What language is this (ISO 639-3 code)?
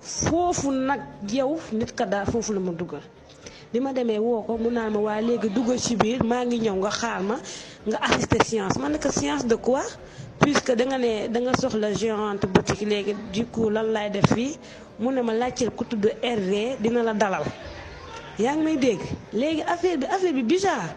wol